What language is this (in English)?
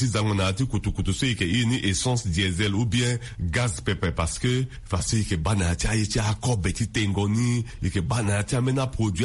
Sango